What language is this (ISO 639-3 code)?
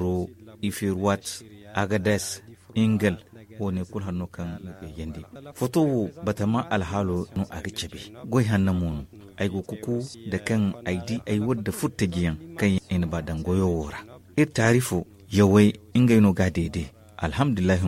dje